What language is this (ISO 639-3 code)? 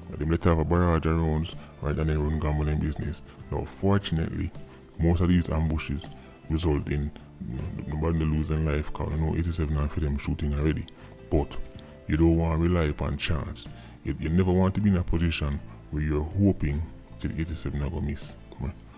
jam